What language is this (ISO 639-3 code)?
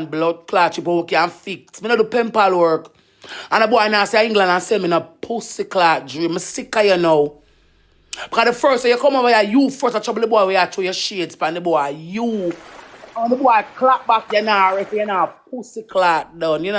jam